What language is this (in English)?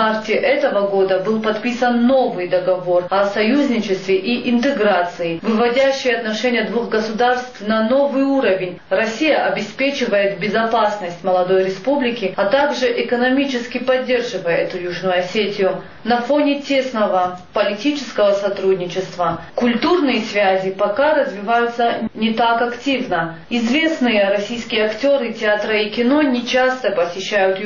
Russian